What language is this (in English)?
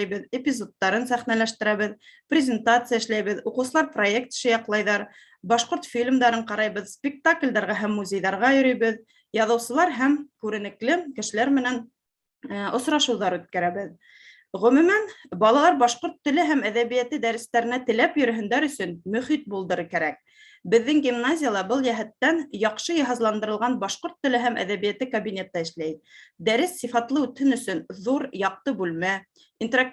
Bashkir